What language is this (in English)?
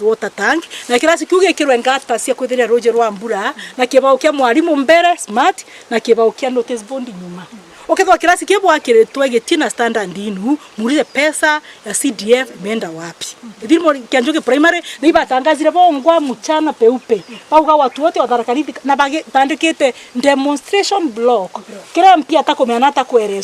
Meru